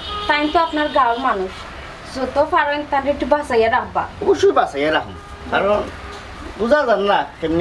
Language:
Sylheti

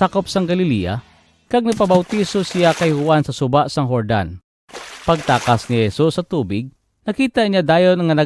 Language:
Hiligaynon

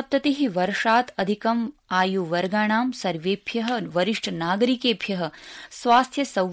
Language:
Sanskrit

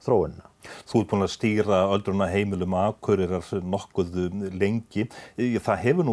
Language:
Icelandic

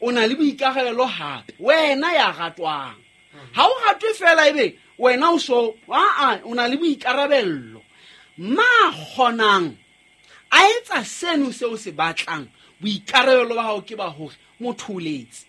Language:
Southern Sotho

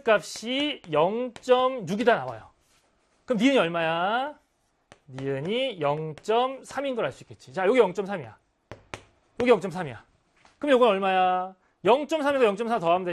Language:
Korean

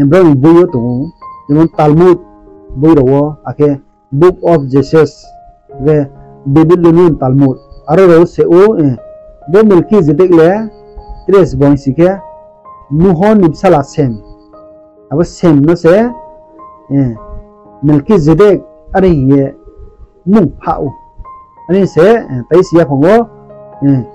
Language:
Riang (India)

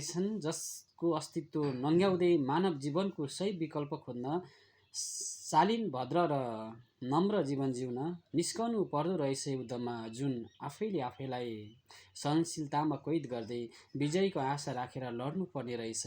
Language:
Nepali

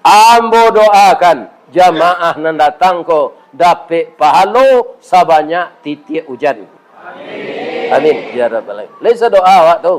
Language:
Minangkabau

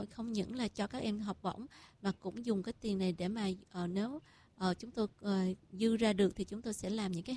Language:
Vietnamese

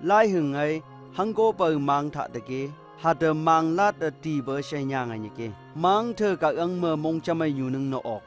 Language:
Phom Naga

